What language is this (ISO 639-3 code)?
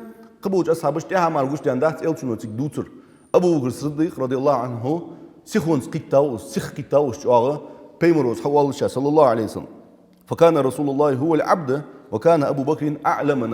inh